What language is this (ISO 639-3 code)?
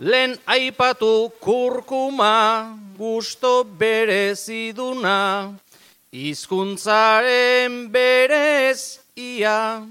eus